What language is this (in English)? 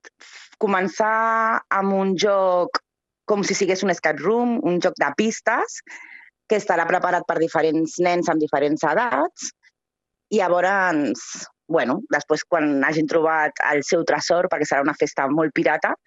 Catalan